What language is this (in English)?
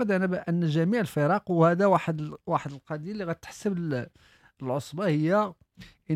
Moroccan Arabic